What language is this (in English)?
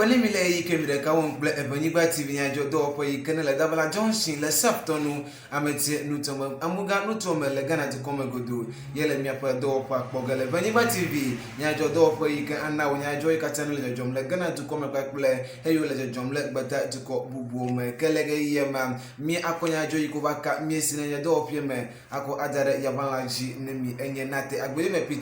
Ewe